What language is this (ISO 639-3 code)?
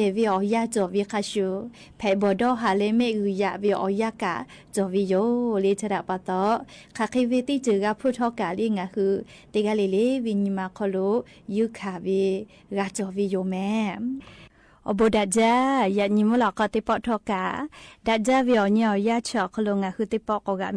lhu